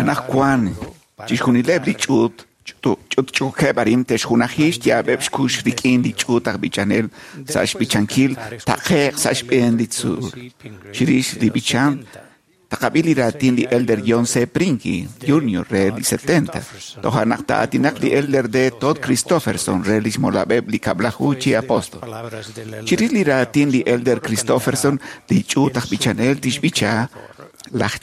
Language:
Kekchí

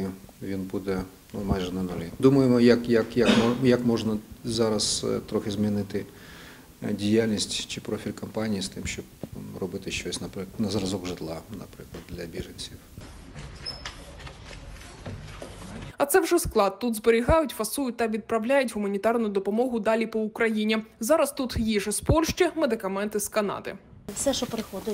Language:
Ukrainian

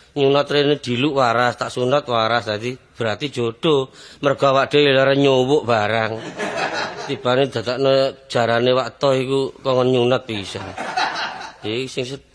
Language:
Javanese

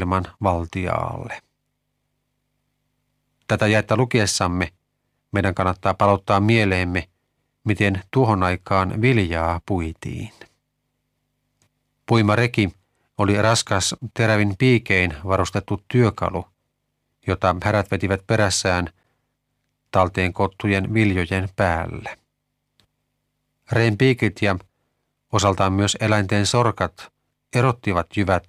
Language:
Finnish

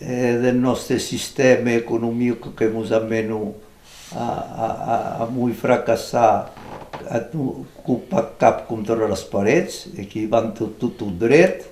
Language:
Occitan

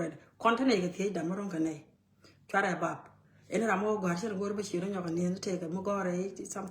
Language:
Nuer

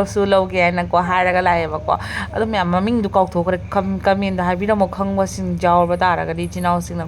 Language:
Manipuri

